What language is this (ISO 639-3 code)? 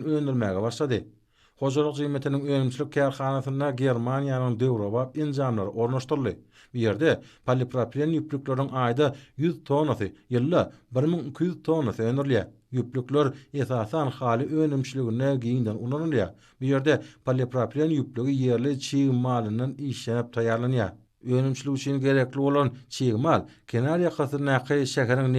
tuk